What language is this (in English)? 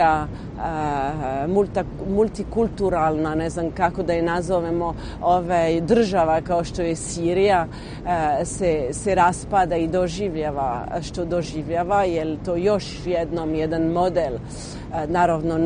Bosnian